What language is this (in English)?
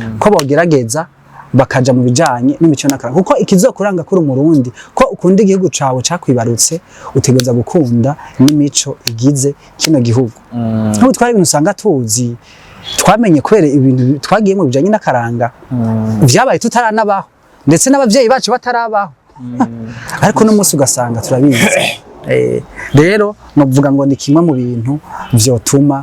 Rundi